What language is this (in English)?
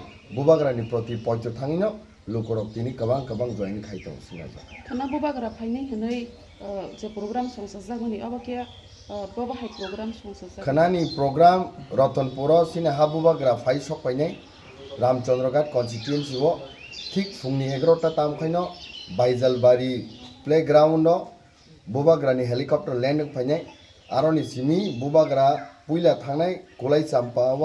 Kok Borok